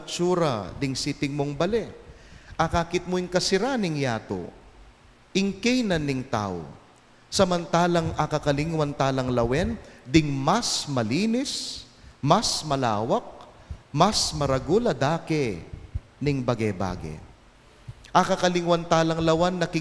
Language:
Pampanga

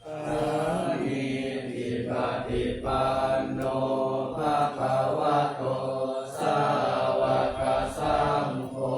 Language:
Pali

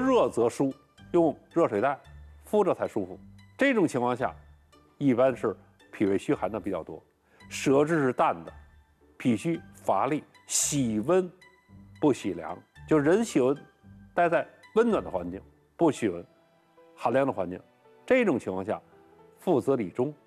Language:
Chinese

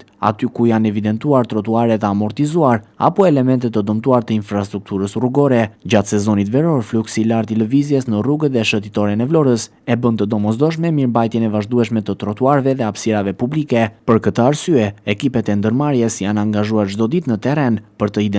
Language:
Albanian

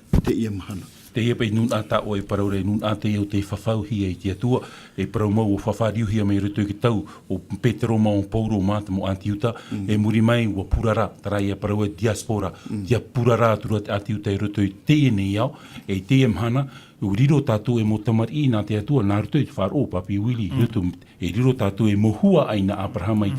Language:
Tahitian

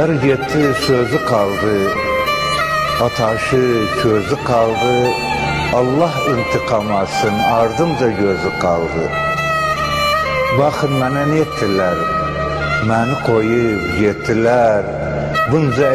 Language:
Turkish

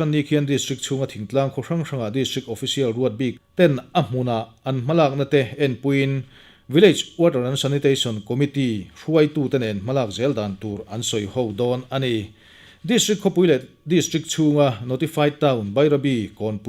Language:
Mizo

